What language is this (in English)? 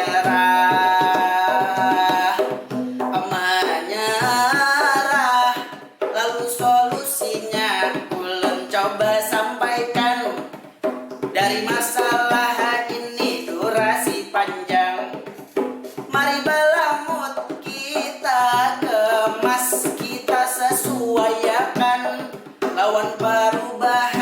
Banjar